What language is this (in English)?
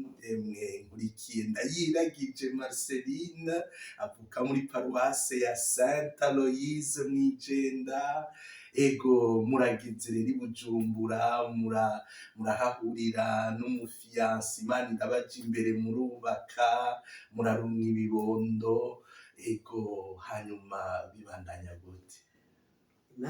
Rundi